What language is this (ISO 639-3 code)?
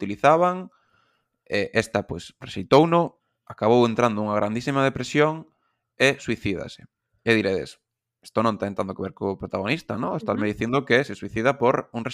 glg